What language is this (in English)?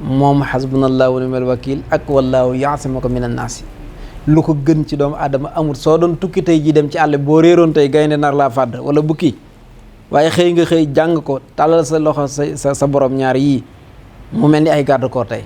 Wolof